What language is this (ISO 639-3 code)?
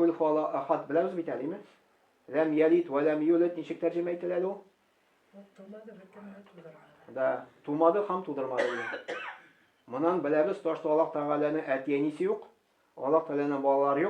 tat